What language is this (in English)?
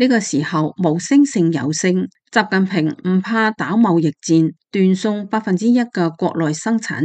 Cantonese